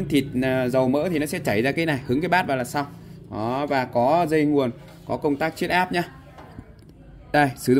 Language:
Vietnamese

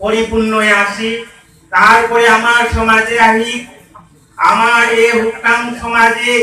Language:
Bishnupriya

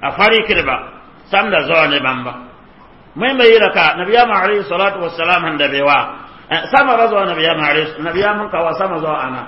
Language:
Mossi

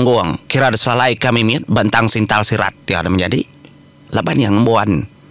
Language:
Iban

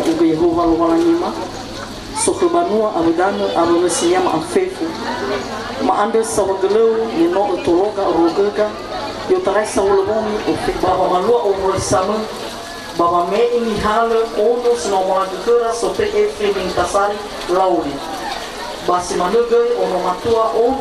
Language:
Nias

